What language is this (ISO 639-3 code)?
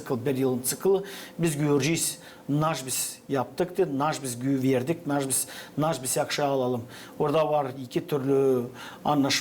gag